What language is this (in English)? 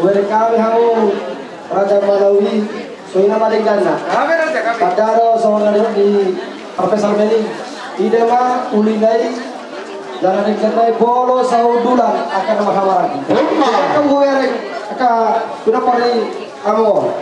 Batak Toba